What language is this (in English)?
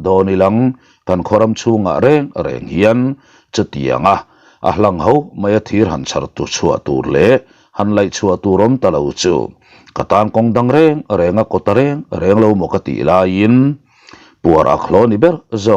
Mizo